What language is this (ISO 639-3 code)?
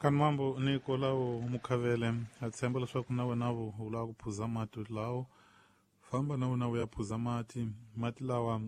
tso